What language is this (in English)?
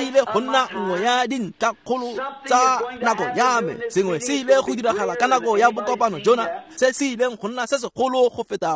Tswana